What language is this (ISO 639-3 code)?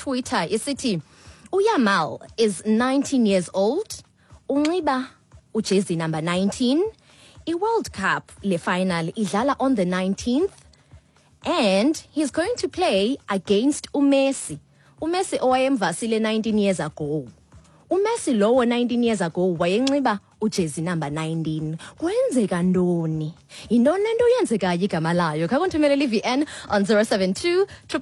xho